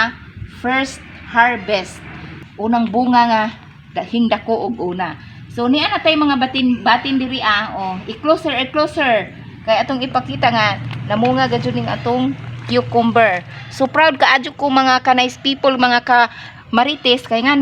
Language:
Cebuano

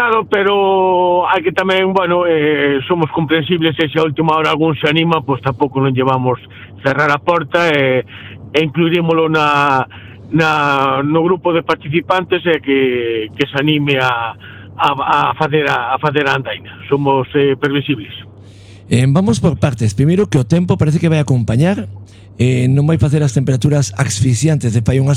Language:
Galician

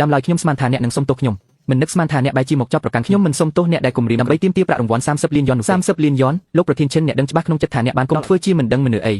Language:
Khmer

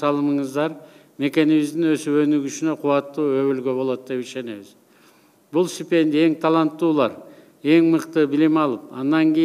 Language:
Kyrgyz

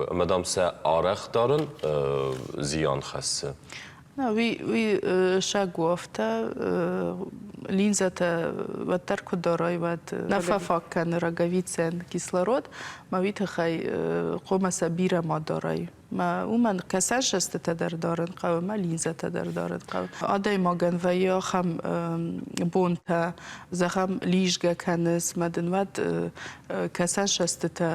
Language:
Ossetic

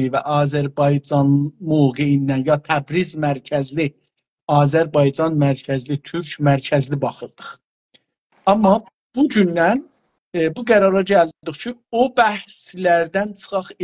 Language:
South Azerbaijani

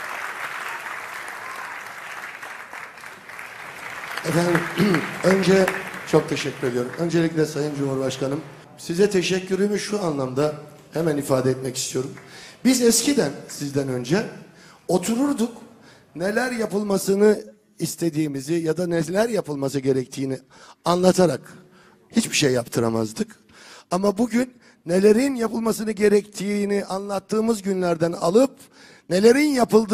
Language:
Turkish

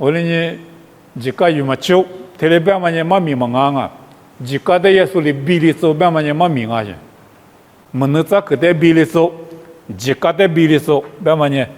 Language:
Lisu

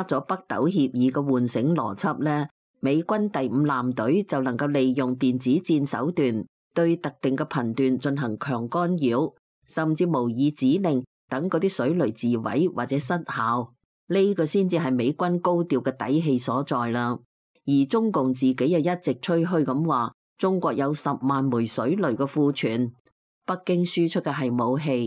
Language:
Cantonese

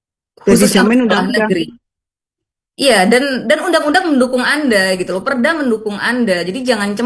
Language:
Indonesian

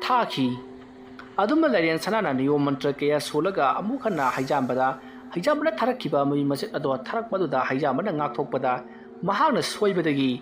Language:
Manipuri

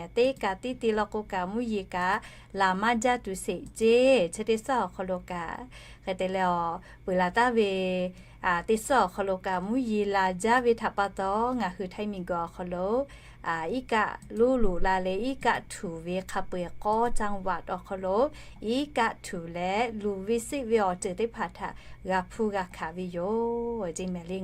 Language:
Lahu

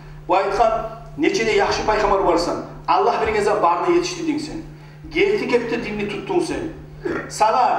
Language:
Kumyk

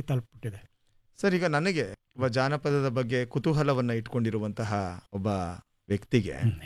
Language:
Kannada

